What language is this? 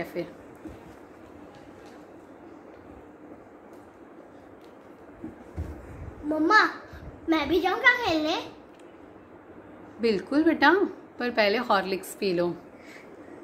Hindi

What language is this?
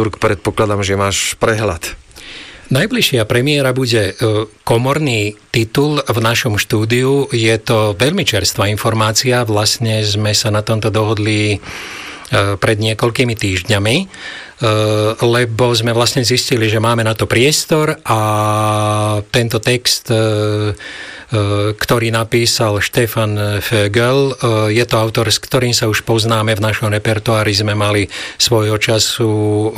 Slovak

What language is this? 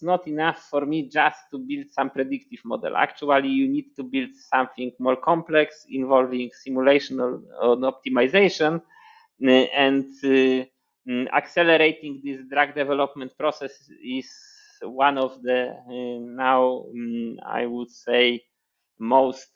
English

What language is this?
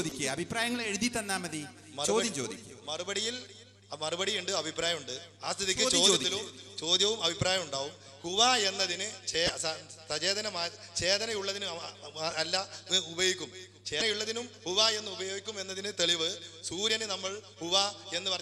Malayalam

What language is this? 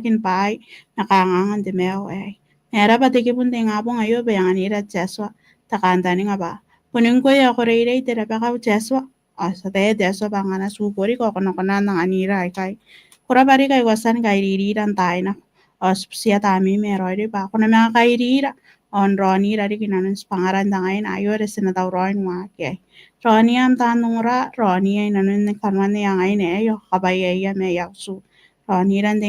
Gilbertese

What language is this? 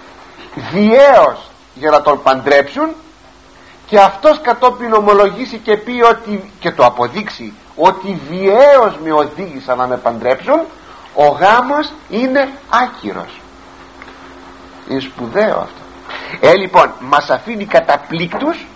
Greek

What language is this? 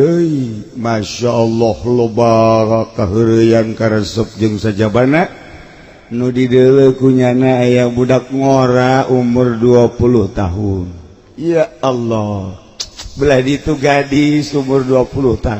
Sundanese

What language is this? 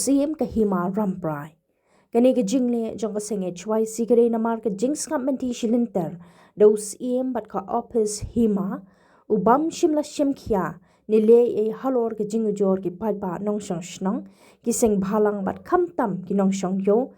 Khasi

